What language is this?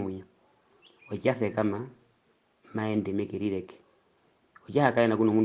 Herero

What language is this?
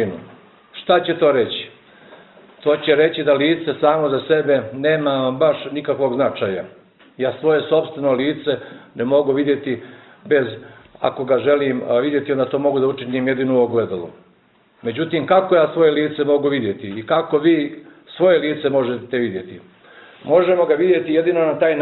Bosnian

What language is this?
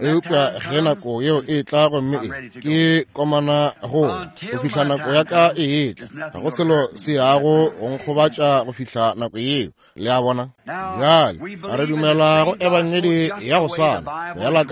Northern Sotho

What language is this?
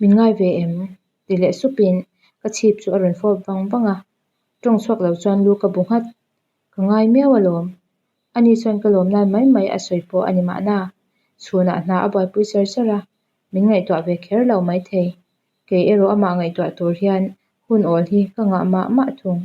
Mizo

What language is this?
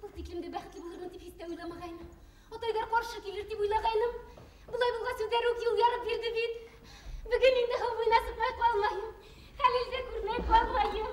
Bashkir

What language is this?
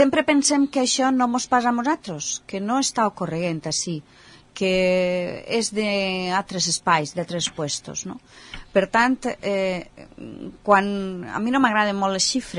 Catalan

